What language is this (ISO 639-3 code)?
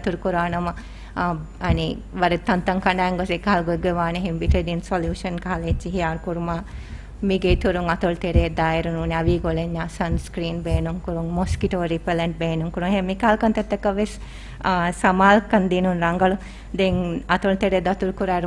div